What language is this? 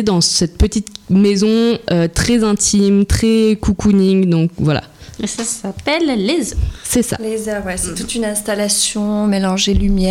French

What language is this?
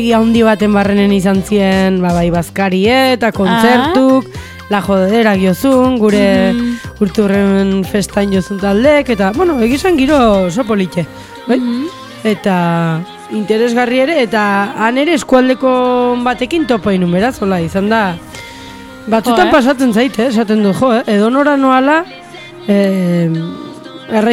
Basque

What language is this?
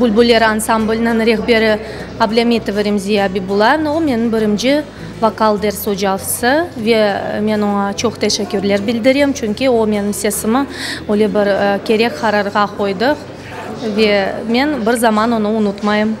Crimean Tatar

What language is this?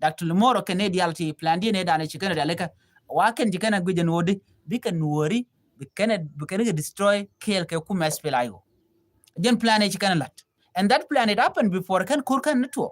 Nuer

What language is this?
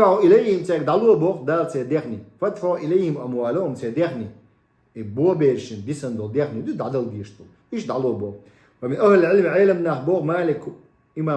Chechen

